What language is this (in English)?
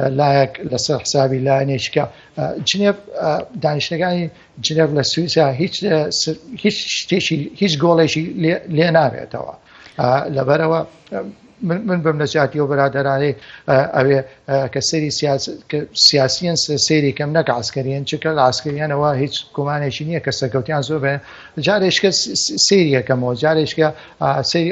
Kurdish